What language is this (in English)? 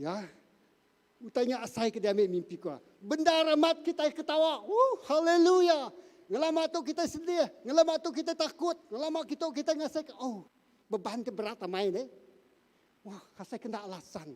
Iban